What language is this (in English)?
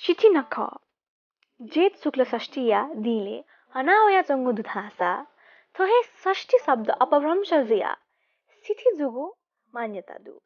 Newari